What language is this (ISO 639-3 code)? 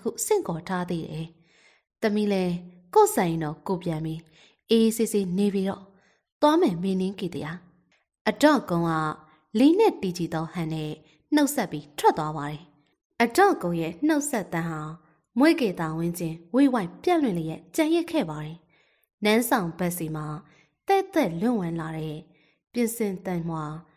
mya